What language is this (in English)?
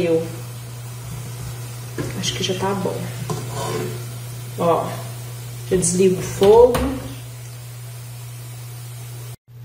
Portuguese